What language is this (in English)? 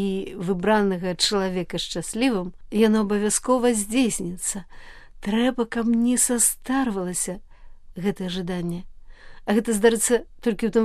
Belarusian